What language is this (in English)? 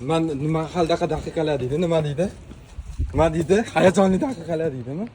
Uzbek